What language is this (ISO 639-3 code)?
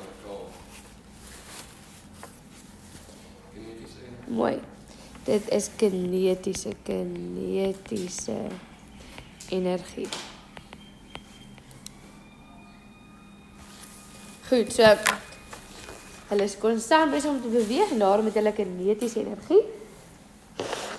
afr